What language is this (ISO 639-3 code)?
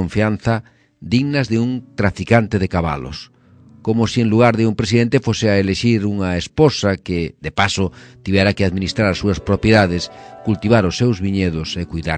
glg